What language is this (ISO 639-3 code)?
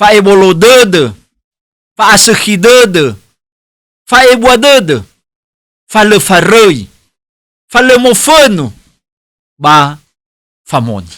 nia